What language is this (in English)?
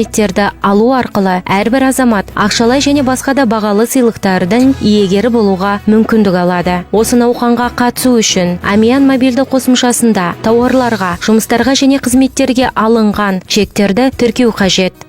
Kazakh